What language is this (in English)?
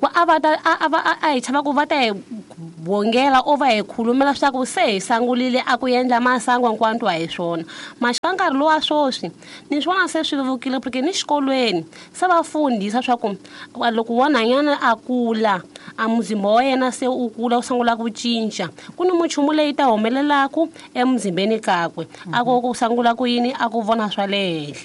Tsonga